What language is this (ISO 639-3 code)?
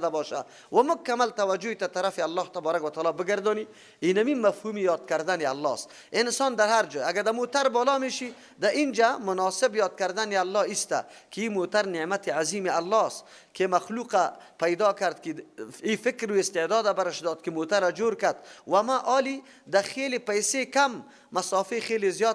fas